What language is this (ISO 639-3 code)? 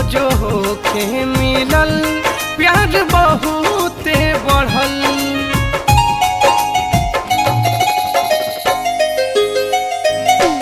bho